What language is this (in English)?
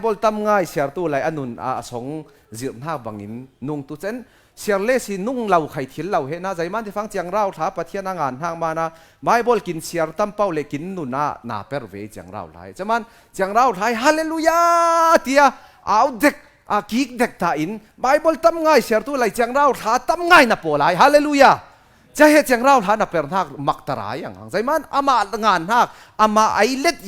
Falam Chin